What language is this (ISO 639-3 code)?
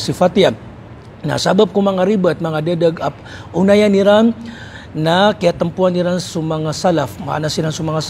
mrw